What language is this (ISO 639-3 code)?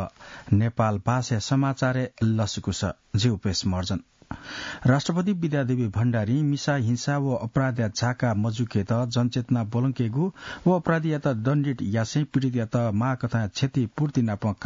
new